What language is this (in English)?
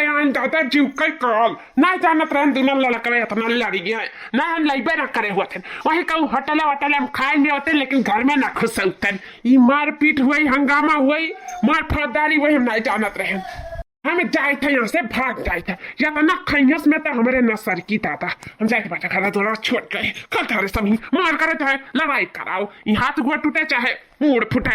Awadhi